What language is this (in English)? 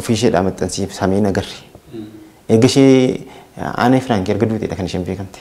Oromo